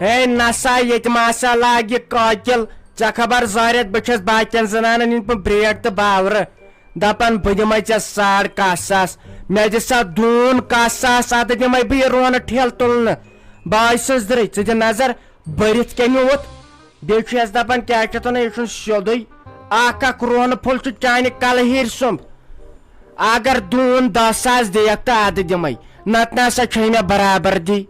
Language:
Kashmiri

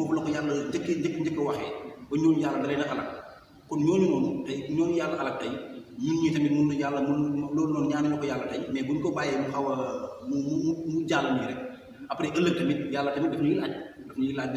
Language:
Wolof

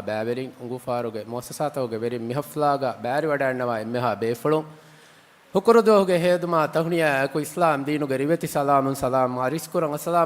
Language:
Divehi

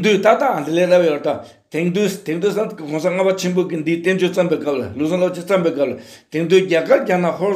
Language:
Tibetan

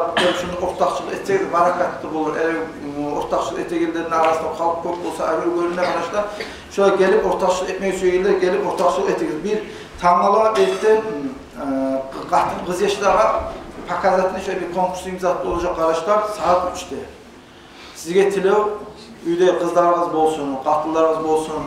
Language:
Kumyk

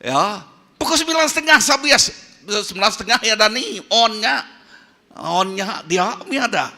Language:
Iban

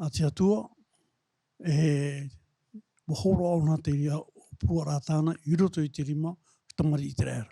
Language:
Tahitian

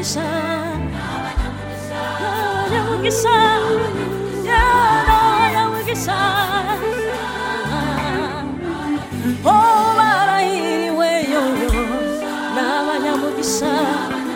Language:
Kinyarwanda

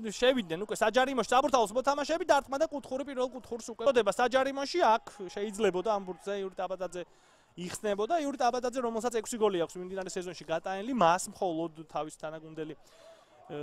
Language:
Georgian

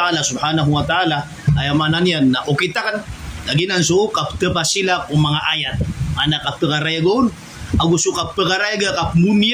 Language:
Maranao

